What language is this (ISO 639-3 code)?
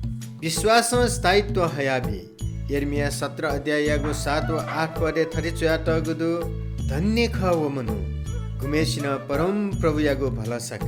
new